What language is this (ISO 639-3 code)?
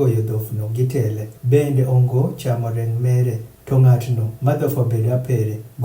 adh